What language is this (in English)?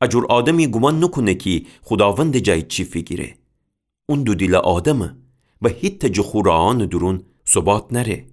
Gilaki